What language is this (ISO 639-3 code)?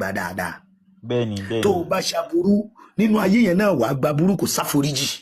yor